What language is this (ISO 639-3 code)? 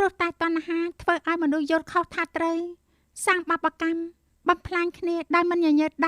khm